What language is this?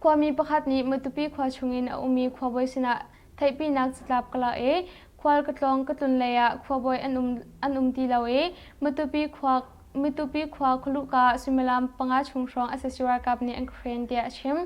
Hakha Chin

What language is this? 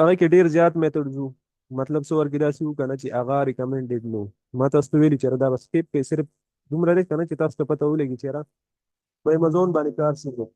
Pashto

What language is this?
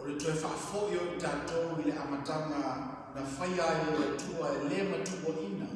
Samoan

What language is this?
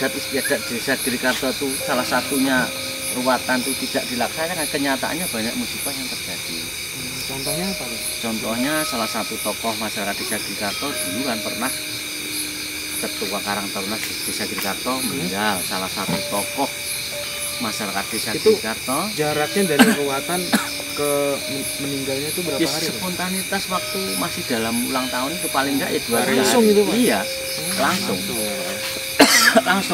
Indonesian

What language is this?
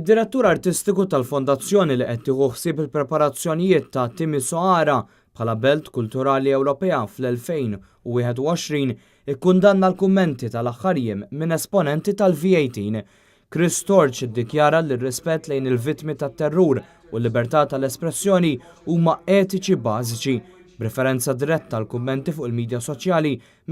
Maltese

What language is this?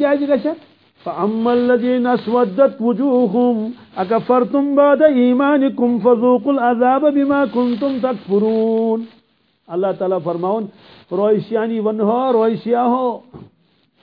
Kashmiri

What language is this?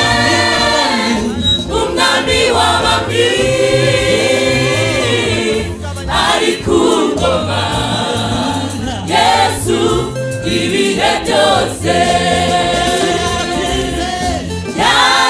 Kinyarwanda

